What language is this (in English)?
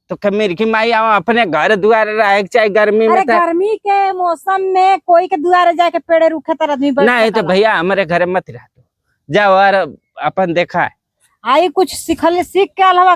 Bhojpuri